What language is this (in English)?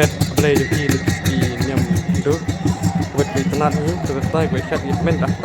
Khasi